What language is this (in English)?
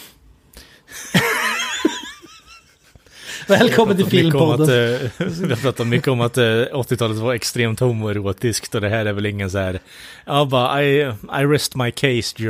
Swedish